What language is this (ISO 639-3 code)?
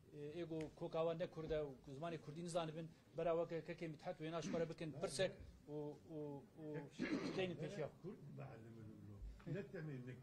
kur